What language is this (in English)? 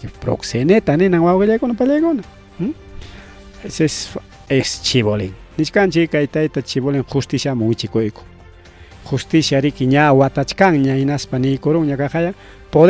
Ayacucho Quechua